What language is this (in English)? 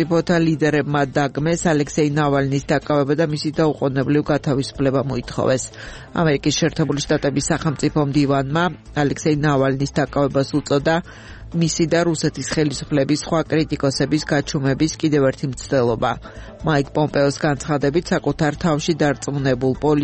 Georgian